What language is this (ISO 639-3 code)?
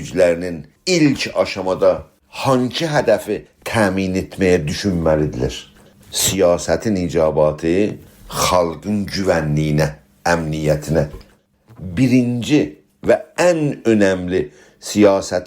azb